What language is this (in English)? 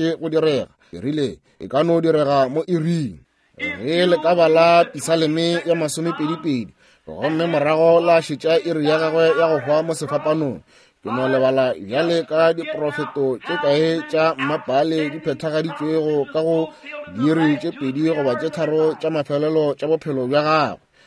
Northern Sotho